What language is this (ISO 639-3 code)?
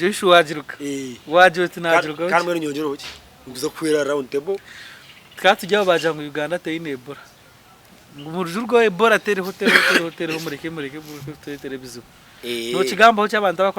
nyn